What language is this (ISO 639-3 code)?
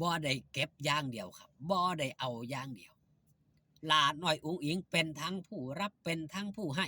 lao